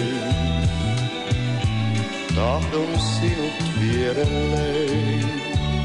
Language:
Finnish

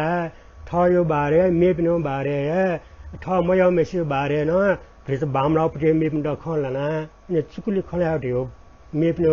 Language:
Newari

